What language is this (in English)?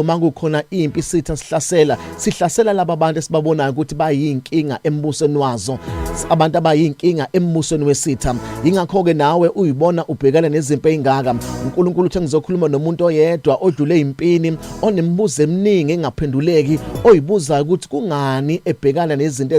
Zulu